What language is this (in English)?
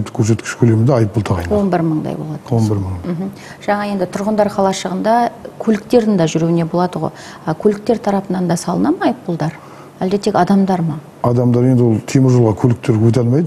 Kazakh